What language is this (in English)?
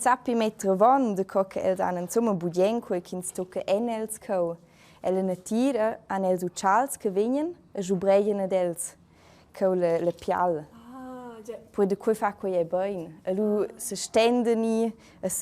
Romansh